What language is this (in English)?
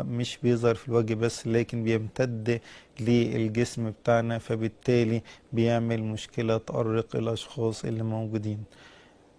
Egyptian Arabic